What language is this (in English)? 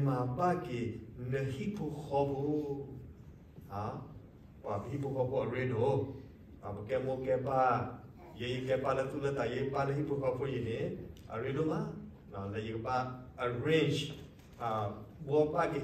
S'gaw Karen